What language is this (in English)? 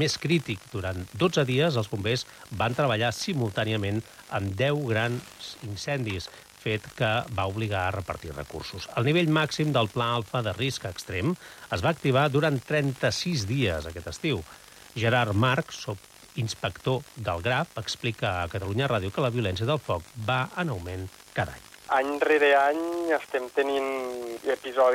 Catalan